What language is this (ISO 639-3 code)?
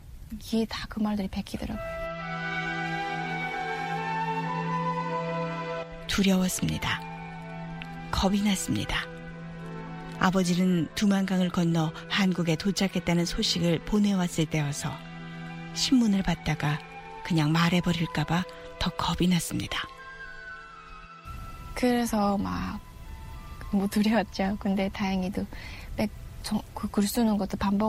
kor